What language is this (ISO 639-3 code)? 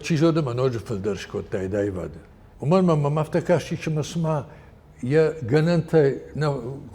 oss